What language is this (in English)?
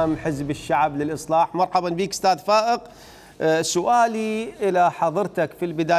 Mesopotamian Arabic